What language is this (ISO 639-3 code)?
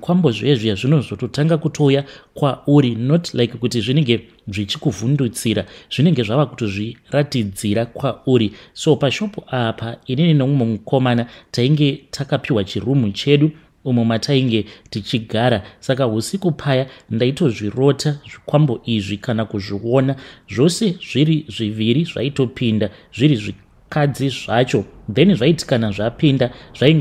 sna